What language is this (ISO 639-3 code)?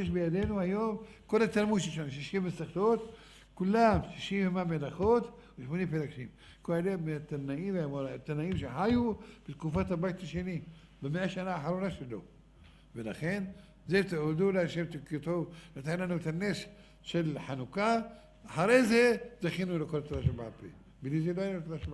heb